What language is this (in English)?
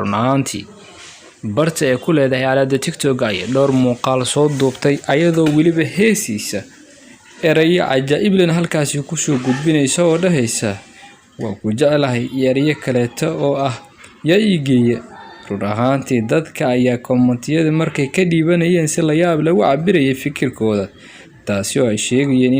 Somali